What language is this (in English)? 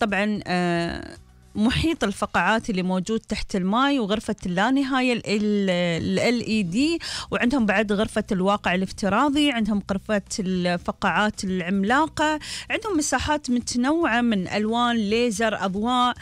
Gulf Arabic